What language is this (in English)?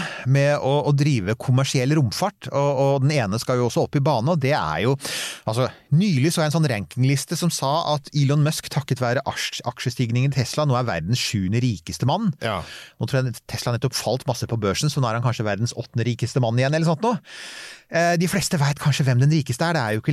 Norwegian